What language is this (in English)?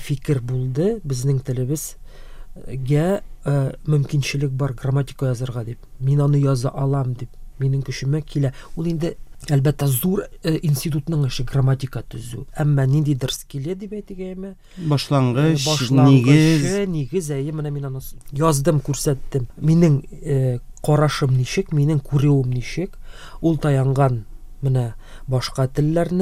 Tatar